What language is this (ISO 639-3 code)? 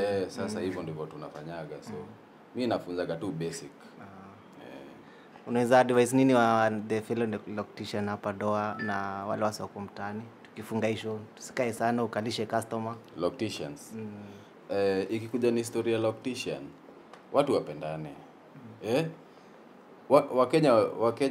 swa